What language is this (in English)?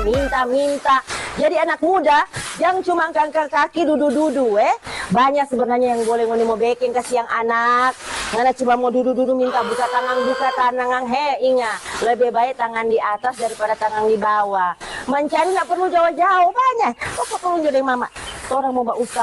Manado Malay